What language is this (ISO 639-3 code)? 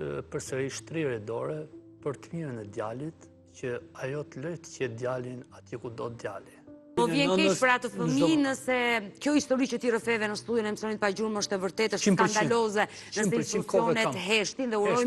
sqi